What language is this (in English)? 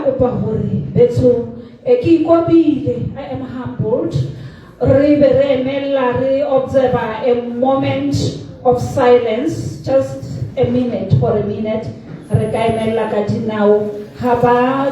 Tswana